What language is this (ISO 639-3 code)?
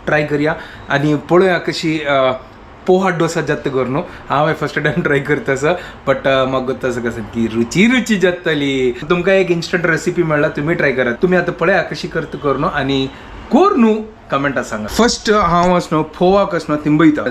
kok